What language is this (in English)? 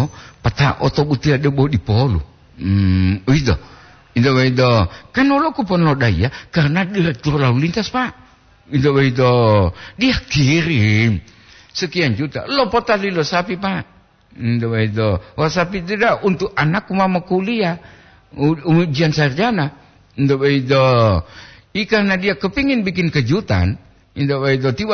Gorontalo